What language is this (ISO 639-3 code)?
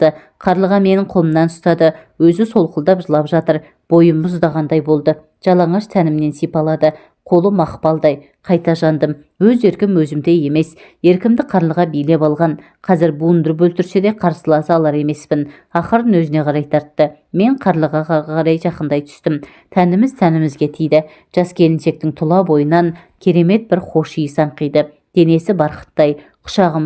kaz